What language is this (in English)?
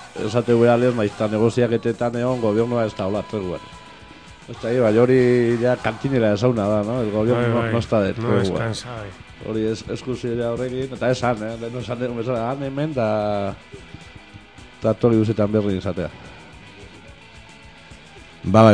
Basque